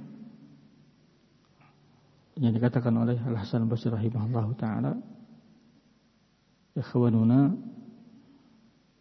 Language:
Indonesian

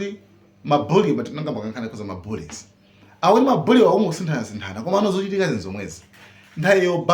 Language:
Nyanja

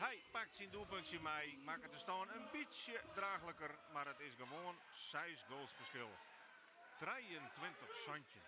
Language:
Western Frisian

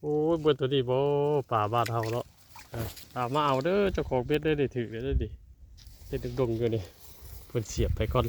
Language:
Northeastern Thai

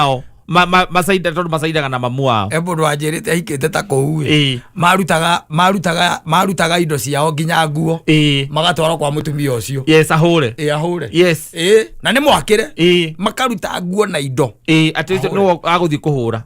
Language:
Kikuyu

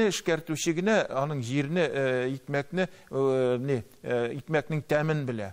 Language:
Tatar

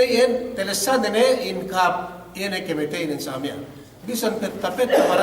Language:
Yakan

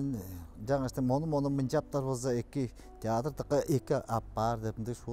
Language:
Tuvinian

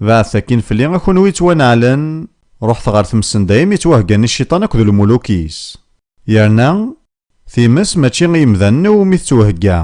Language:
Kabyle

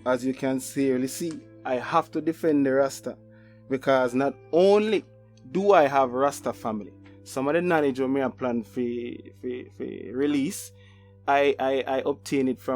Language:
Jamaican Creole English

